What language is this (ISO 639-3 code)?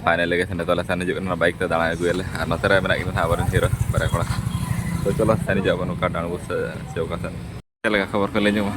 sat